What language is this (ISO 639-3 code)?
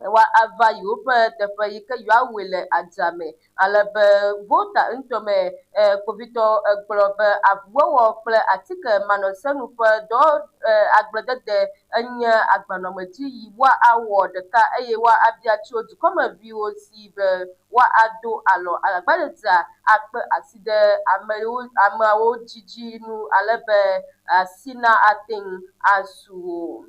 ewe